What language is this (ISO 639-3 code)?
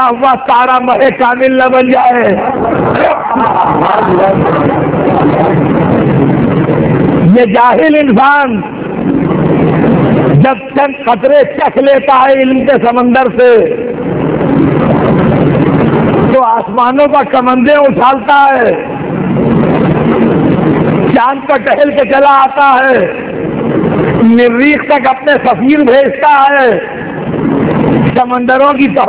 urd